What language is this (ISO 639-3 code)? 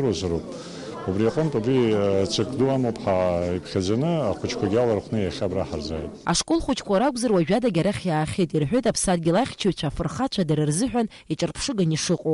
abk